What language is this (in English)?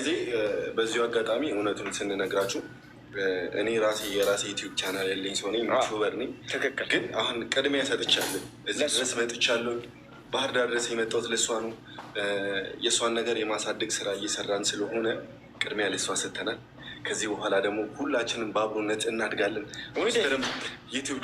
Amharic